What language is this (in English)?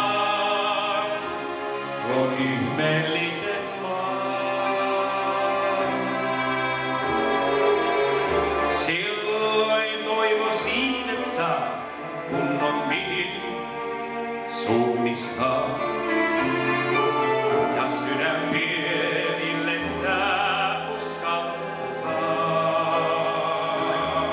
Finnish